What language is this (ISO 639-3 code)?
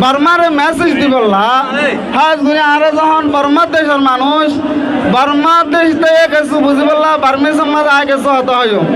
rhg